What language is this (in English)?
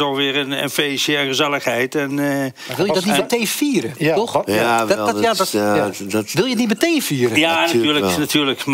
Dutch